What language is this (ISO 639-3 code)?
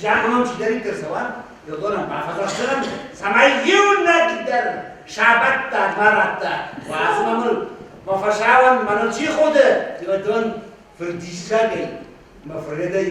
oss